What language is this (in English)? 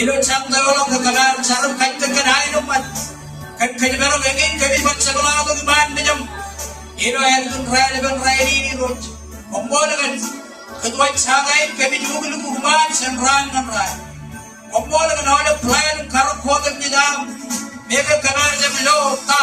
Marshallese